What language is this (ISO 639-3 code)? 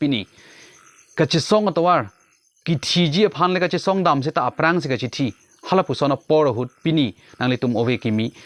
mjw